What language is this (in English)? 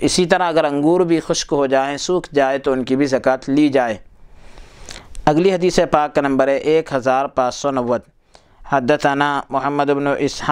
Urdu